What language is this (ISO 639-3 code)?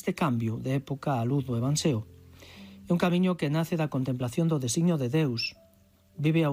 glg